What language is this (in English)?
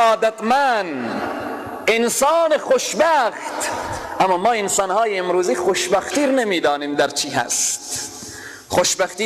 Persian